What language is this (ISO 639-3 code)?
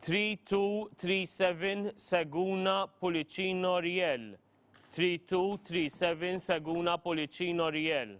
eng